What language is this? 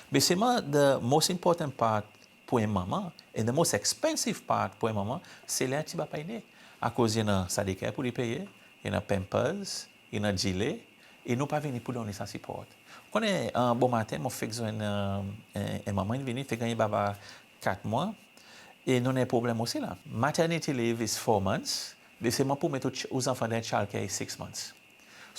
Seselwa Creole French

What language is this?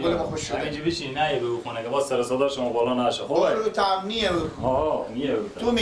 Persian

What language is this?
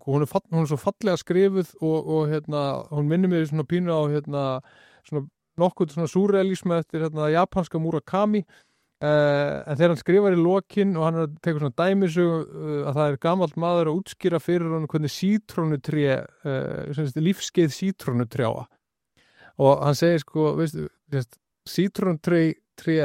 Icelandic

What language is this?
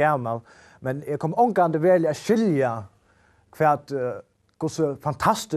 Faroese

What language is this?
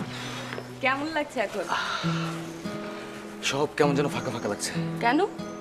Bangla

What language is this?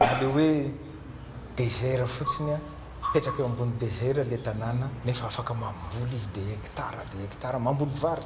Malagasy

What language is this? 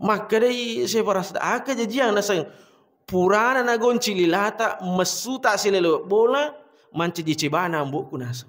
Buginese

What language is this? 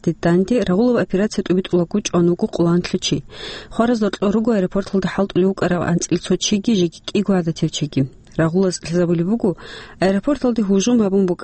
Avaric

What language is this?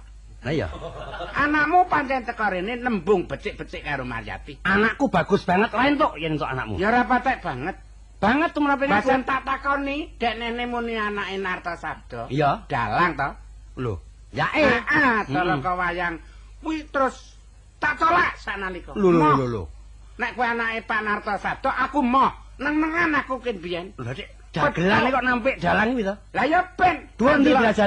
Javanese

